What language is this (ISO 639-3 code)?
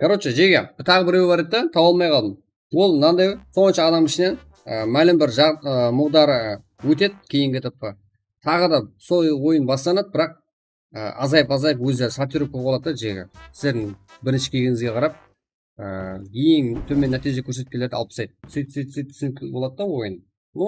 kaa